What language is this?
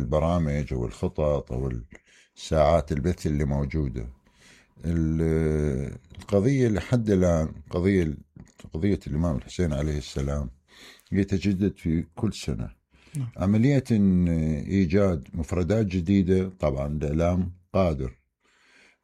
Mesopotamian Arabic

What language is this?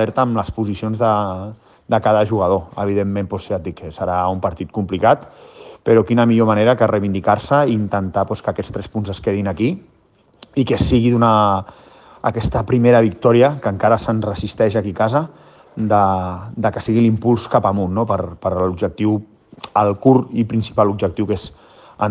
Catalan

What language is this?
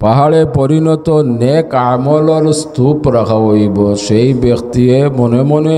Sylheti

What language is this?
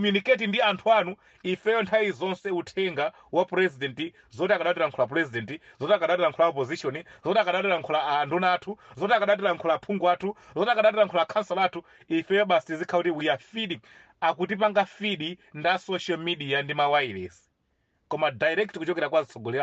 Nyanja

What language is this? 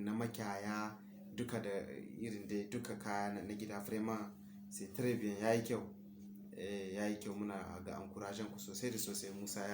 Hausa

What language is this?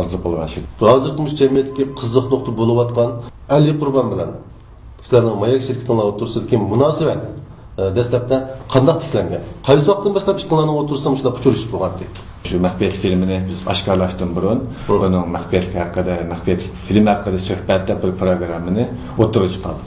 Uyghur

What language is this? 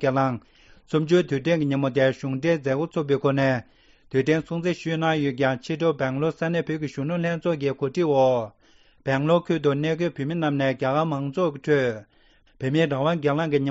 Tibetan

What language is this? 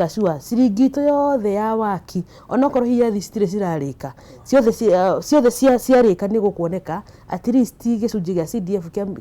Kikuyu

